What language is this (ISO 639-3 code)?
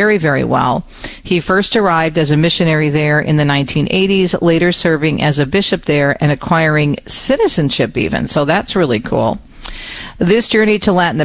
eng